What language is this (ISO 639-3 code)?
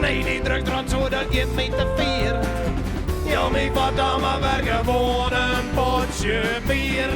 fry